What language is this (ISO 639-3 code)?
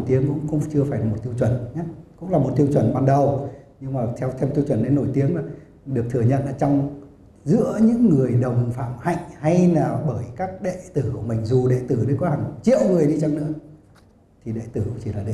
vie